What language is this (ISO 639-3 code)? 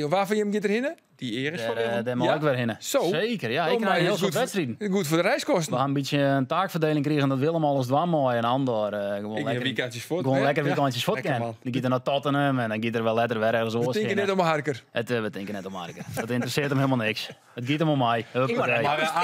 fry